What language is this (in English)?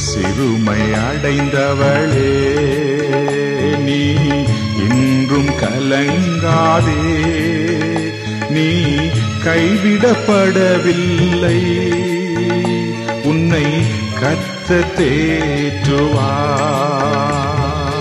Tamil